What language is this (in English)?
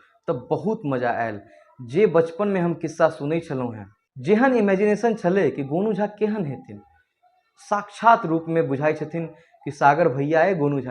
Maithili